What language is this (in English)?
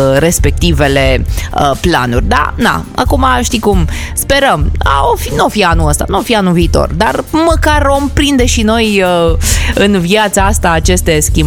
Romanian